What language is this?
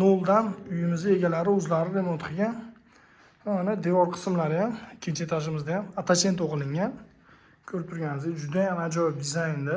Uzbek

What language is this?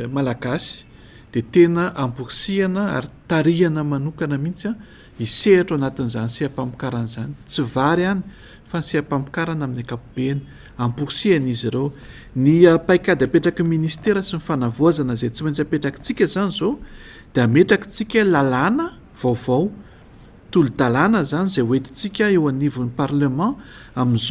Malagasy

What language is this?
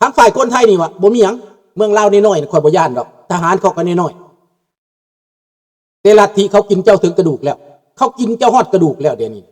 Lao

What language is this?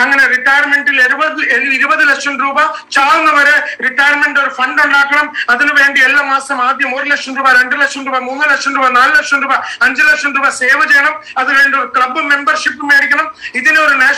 Malayalam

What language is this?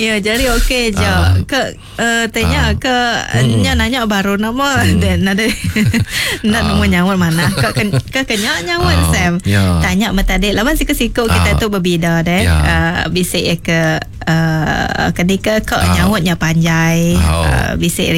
Iban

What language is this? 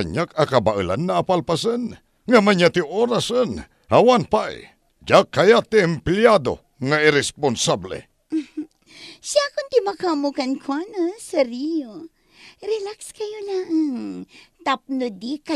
Iloko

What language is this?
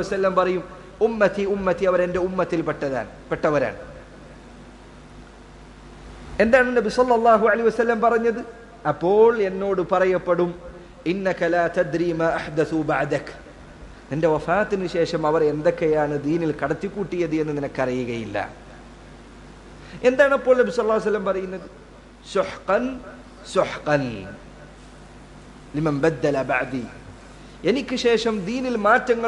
Malayalam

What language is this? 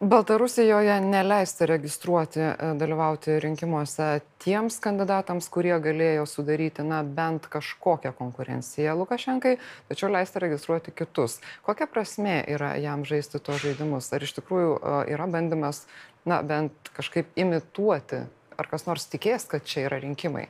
Lithuanian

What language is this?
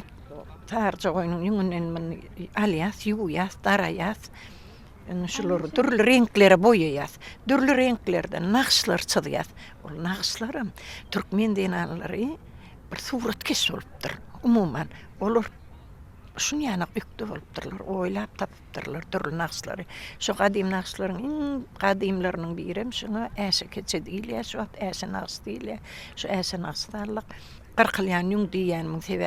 Turkmen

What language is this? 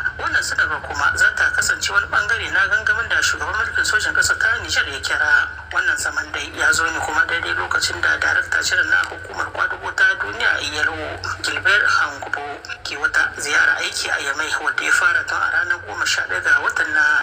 Hausa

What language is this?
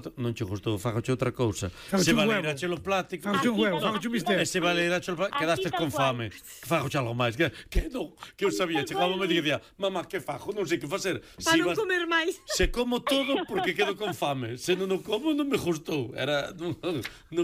Galician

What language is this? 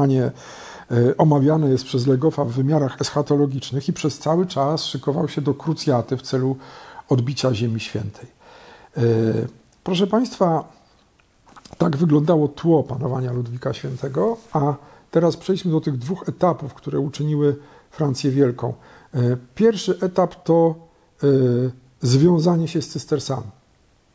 Polish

